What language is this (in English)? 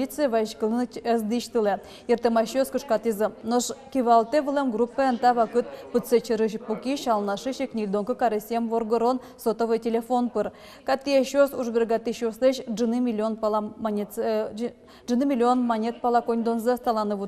Udmurt